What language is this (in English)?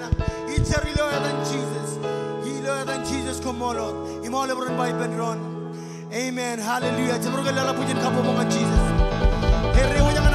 Marshallese